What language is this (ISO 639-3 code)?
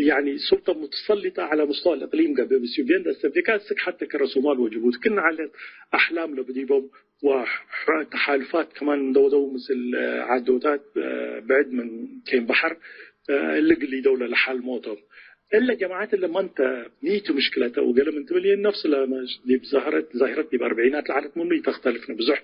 tig